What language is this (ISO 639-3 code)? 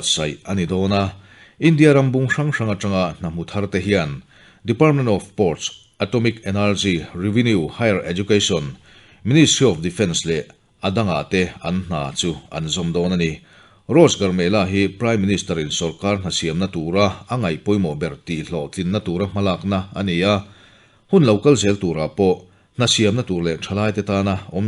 lus